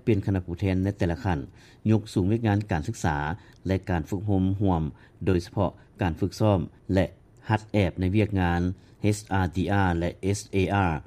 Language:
Lao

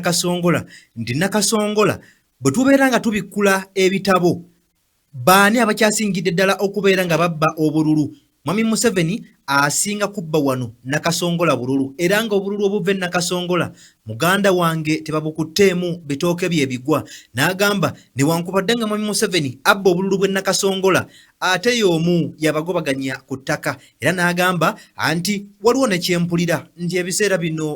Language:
Ganda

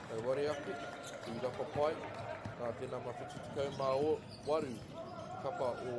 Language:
Māori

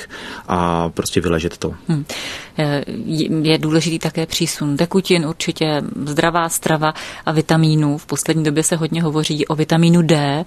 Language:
Czech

